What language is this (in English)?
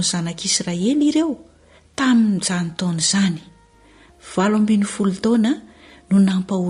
Malagasy